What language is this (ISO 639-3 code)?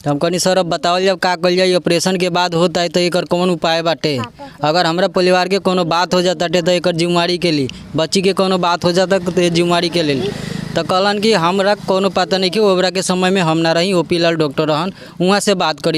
bho